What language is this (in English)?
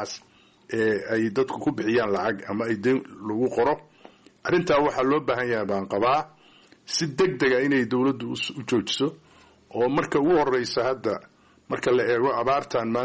Somali